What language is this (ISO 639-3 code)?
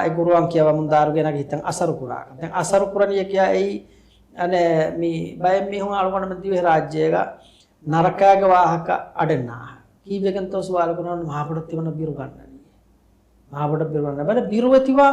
div